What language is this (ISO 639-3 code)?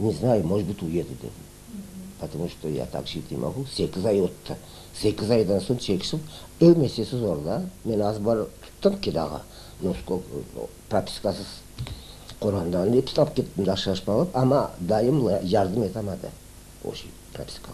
crh